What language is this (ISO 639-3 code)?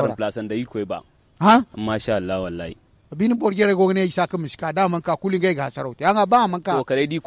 dje